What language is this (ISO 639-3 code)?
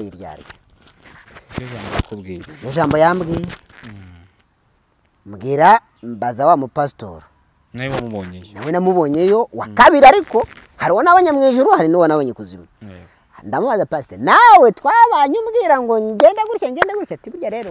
kin